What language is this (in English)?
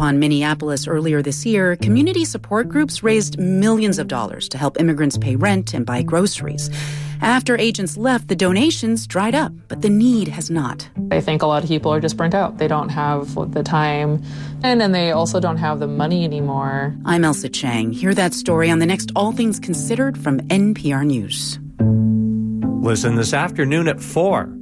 English